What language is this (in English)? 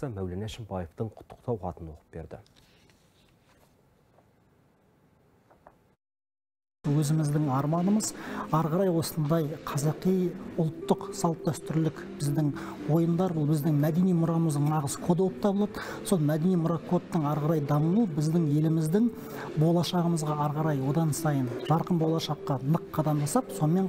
Kazakh